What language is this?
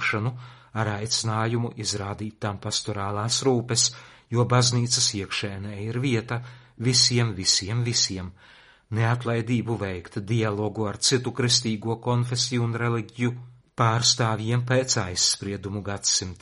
Latvian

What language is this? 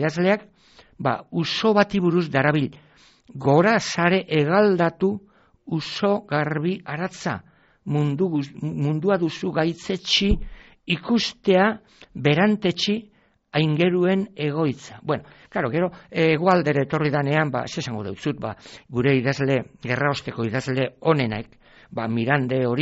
Basque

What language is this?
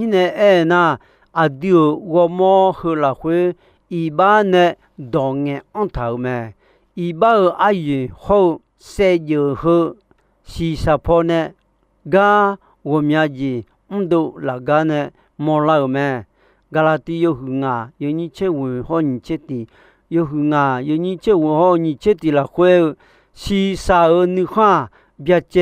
Akha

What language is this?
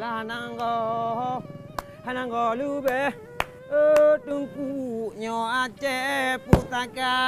Achinese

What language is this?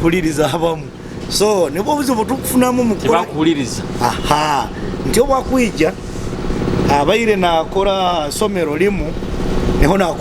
Nyoro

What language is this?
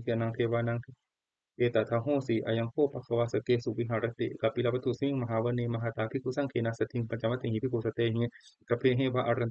Pali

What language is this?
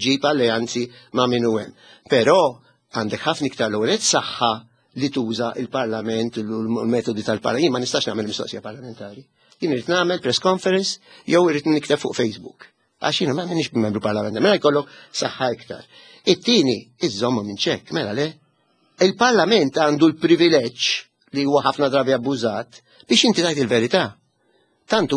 Maltese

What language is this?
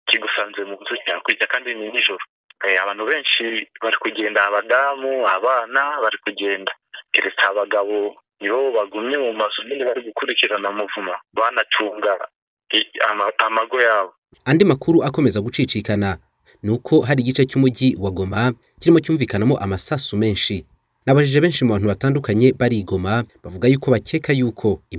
Kinyarwanda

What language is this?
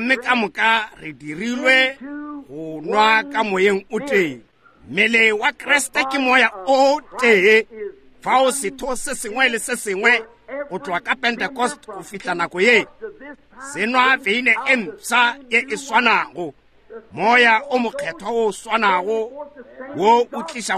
Northern Sotho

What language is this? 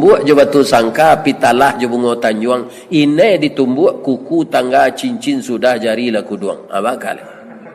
Minangkabau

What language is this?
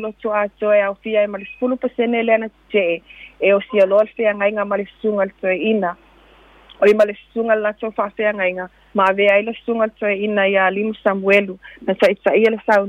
Samoan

